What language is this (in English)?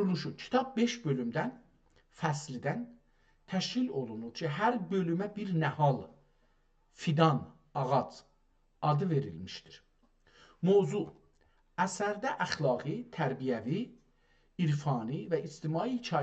South Azerbaijani